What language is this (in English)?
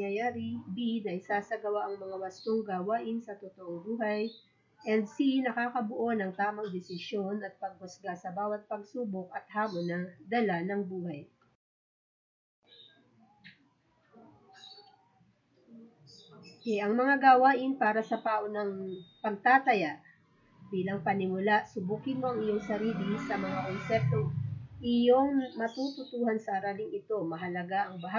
Filipino